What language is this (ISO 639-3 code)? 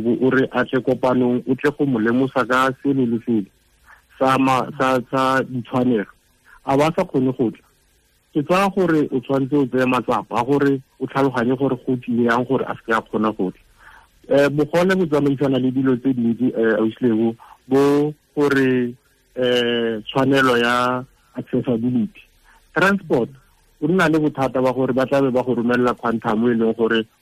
tsn